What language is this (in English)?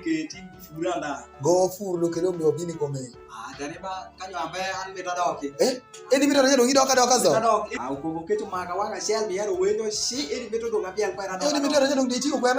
Alur